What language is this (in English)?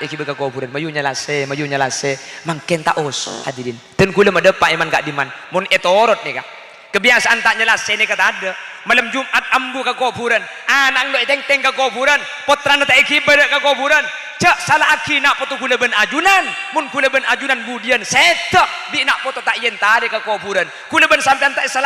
Madurese